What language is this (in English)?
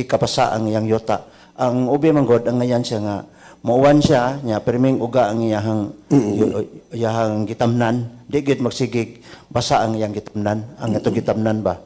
Cebuano